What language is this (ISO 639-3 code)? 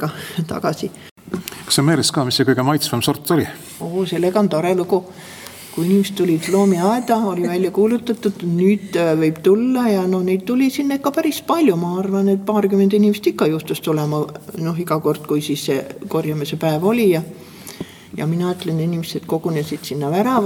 est